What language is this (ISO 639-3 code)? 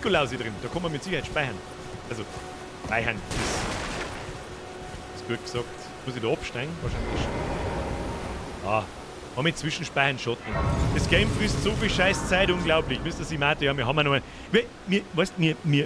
bar